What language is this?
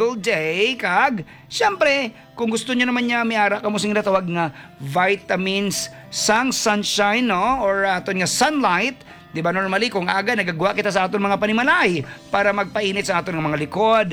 Hiligaynon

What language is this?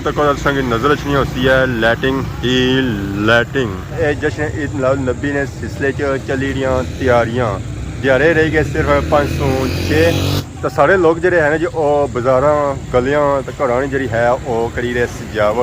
Pahari-Potwari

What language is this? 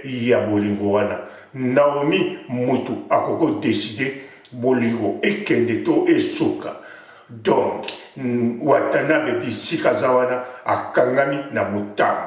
Lingala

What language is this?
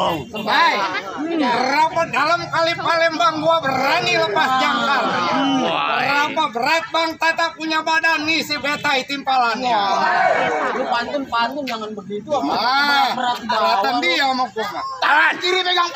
Betawi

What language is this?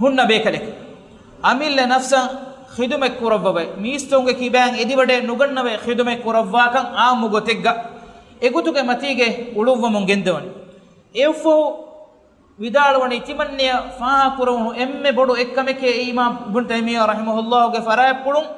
Divehi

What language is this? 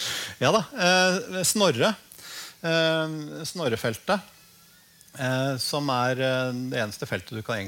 Norwegian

